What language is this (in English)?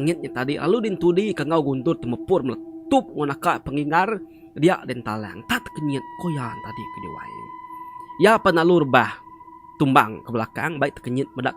Iban